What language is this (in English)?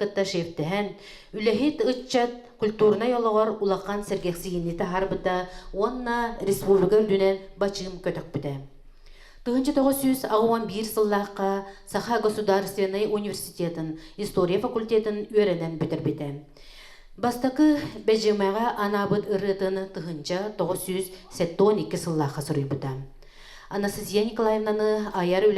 Yakut